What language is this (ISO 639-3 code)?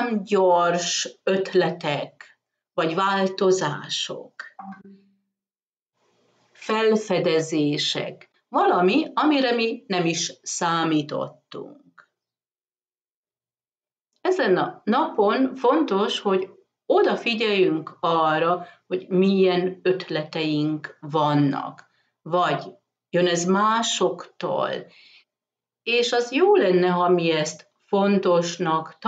hun